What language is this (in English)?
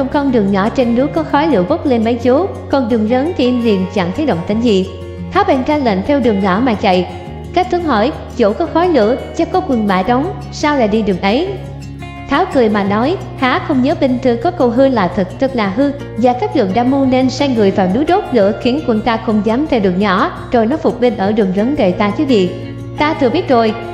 Vietnamese